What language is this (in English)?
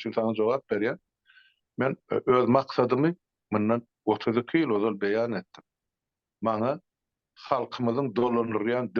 Turkmen